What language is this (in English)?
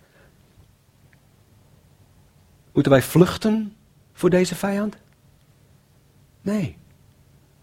Dutch